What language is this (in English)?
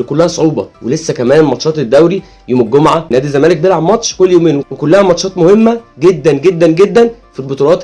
Egyptian Arabic